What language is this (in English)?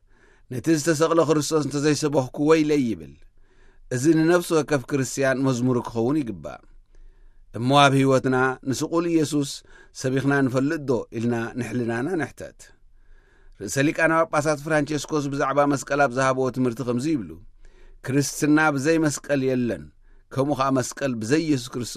Tigrinya